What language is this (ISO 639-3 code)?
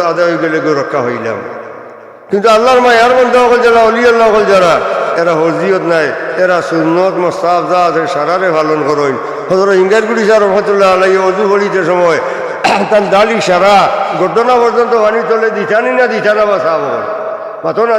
syl